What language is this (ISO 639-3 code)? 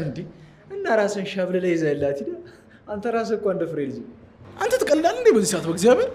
amh